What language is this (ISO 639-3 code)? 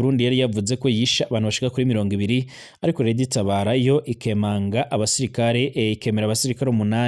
run